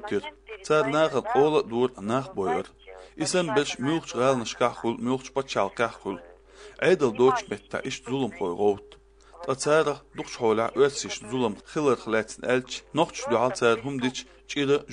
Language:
Chechen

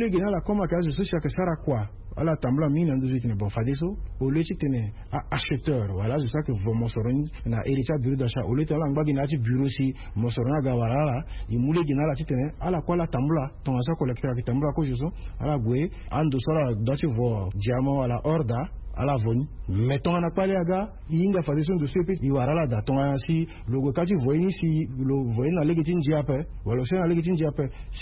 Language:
Sango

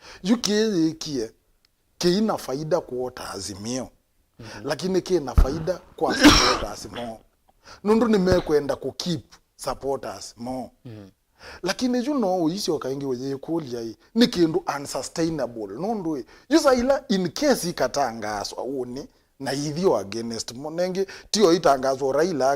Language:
Kamba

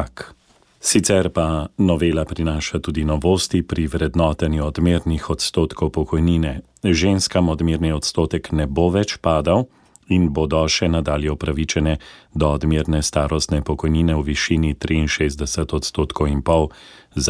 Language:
Slovenian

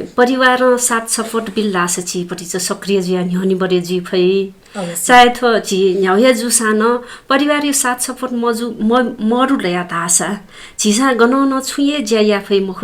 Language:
Newari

